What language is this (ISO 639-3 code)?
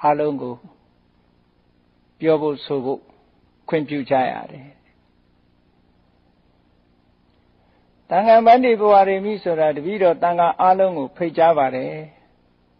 mya